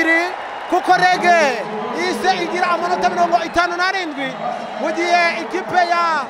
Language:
Kinyarwanda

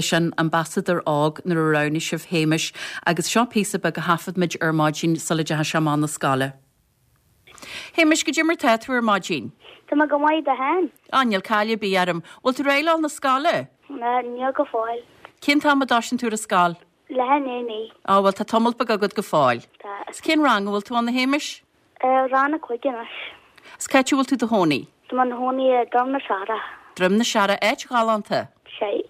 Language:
Irish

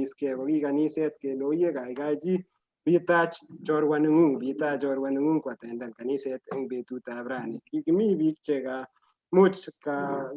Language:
Kalenjin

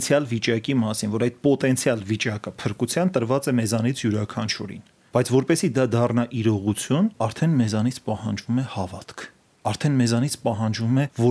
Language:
Armenian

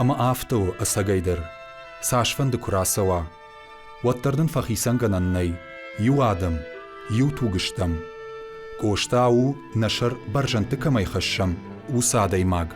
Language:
Ossetic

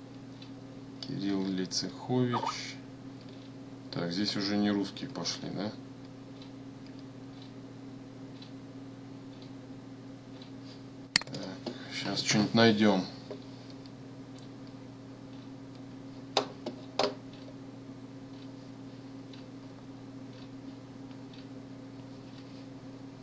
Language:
Russian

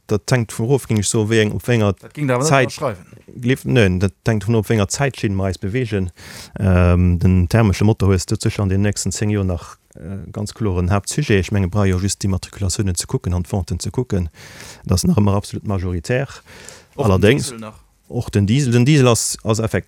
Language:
Luxembourgish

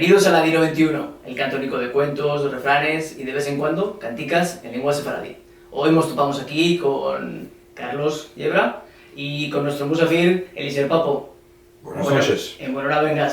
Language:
Ladino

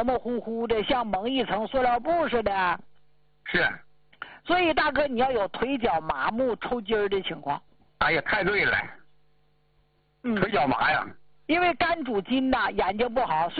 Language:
Chinese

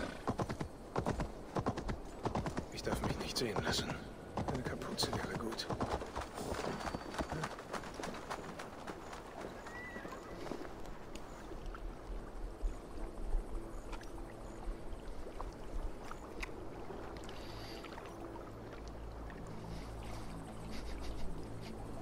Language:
German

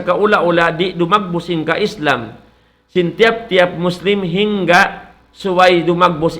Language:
Tausug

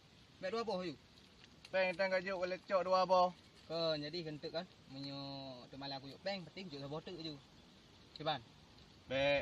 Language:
Achinese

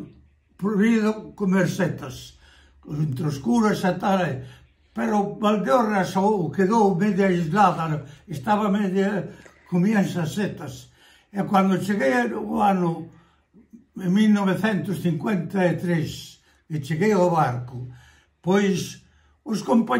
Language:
Galician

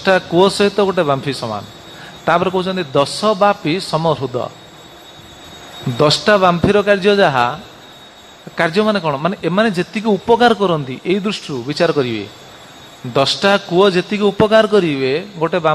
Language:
Odia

